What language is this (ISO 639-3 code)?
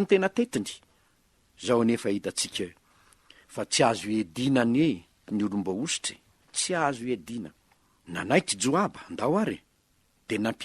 mlg